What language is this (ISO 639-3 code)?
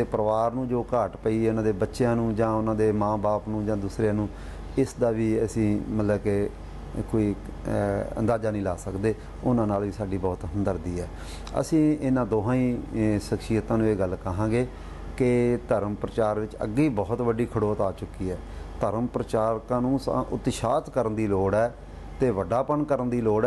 pan